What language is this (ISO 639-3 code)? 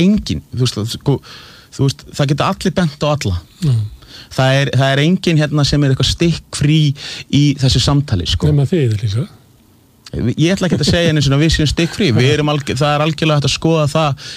isl